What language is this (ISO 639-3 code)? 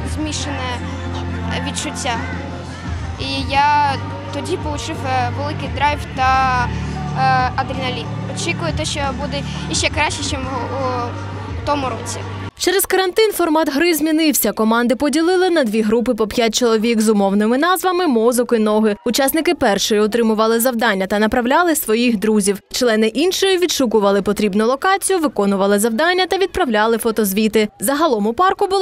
ukr